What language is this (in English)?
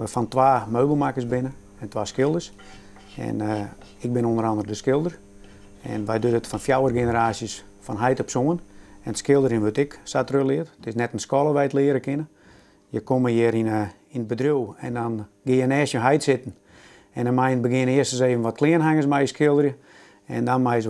Western Frisian